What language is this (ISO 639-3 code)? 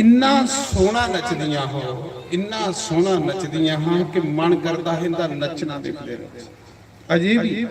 doi